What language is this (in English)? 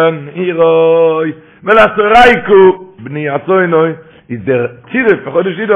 Yiddish